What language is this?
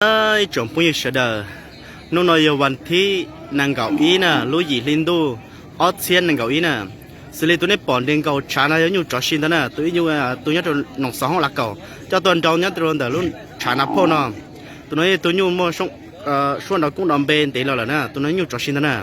Hmong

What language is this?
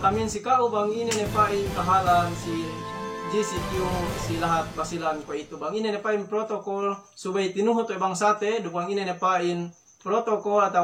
Yakan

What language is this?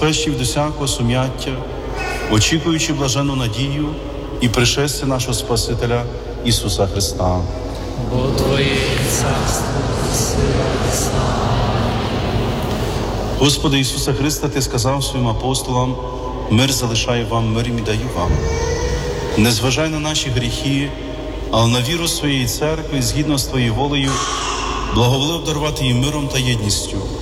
Ukrainian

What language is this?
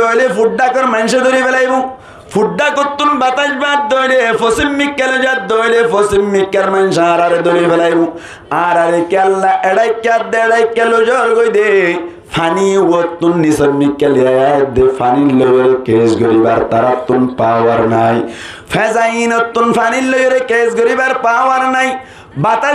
Rohingya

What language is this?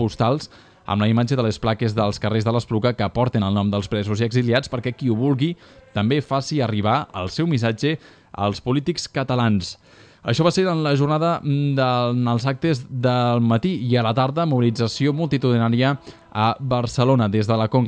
Catalan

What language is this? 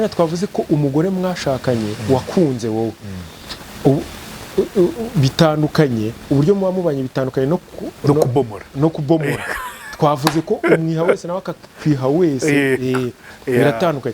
Kinyarwanda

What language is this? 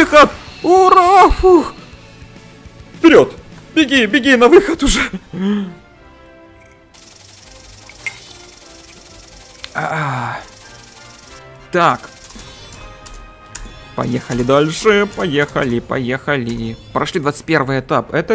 Russian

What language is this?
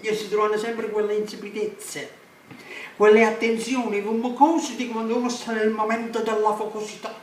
Neapolitan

